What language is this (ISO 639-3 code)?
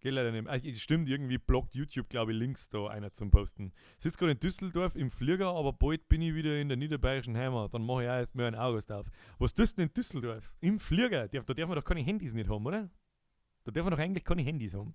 bar